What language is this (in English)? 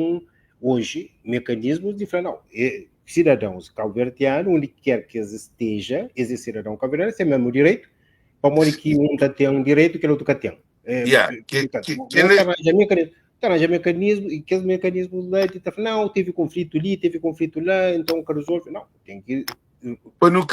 Kabuverdianu